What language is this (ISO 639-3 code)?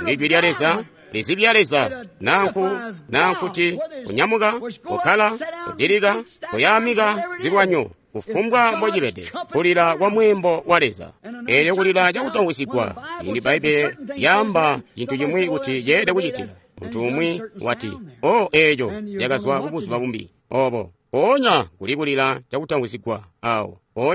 toi